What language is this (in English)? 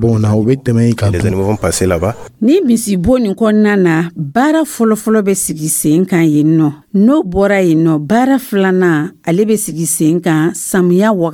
Dyula